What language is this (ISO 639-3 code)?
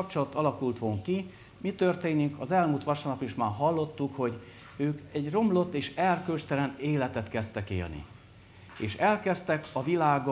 hun